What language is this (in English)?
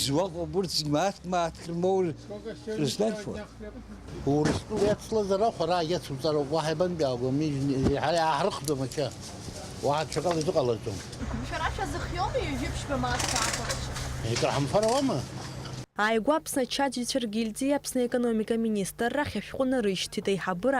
Abkhazian